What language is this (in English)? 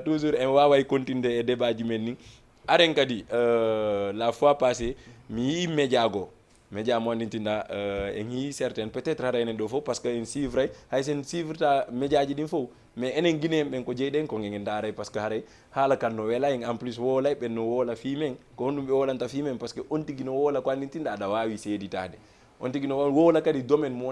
Fula